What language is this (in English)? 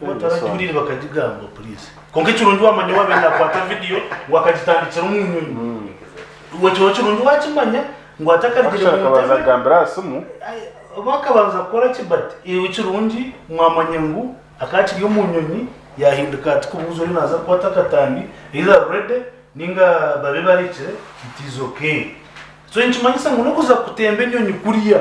Nyankole